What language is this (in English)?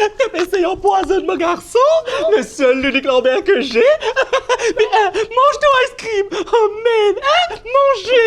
Morisyen